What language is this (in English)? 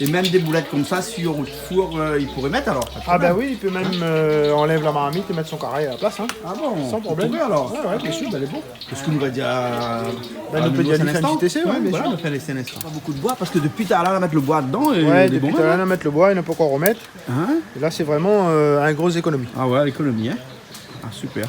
Réunion Creole French